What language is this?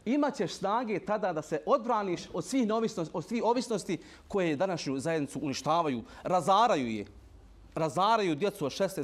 Bosnian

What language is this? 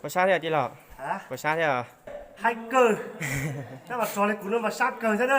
Hmong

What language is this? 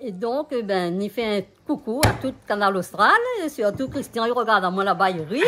Réunion Creole French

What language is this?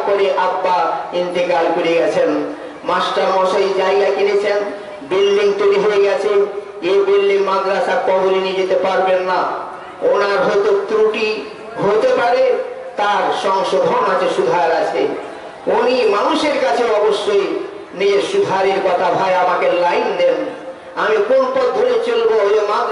Bangla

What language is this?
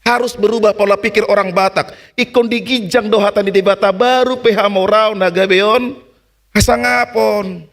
Batak Toba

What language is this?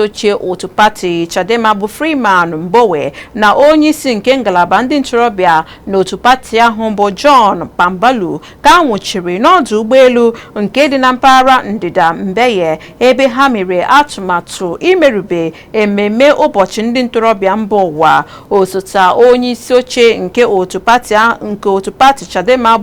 Igbo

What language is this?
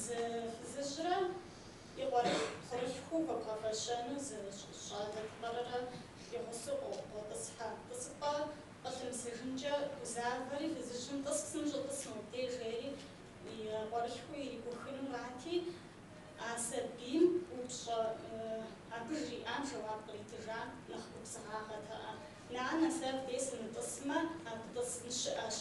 Kabardian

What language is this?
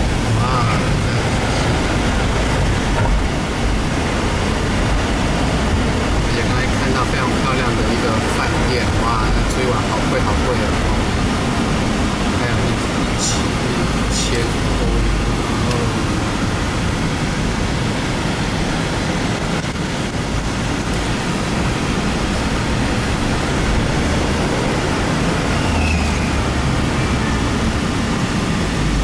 Chinese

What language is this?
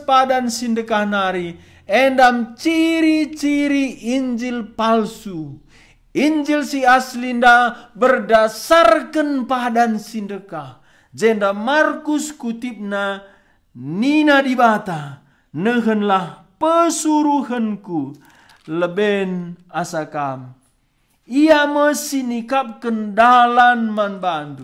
Batak Karo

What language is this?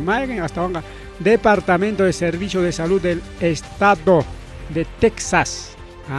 Ayacucho Quechua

